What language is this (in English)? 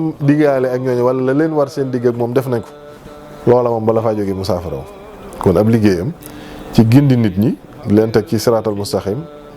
Wolof